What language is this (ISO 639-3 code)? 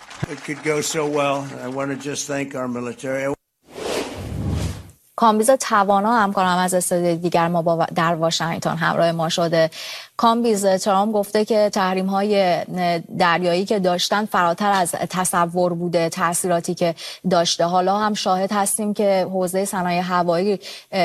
fas